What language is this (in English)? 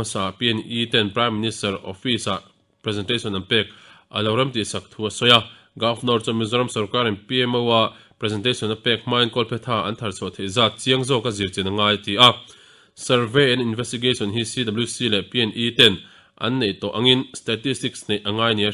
Mizo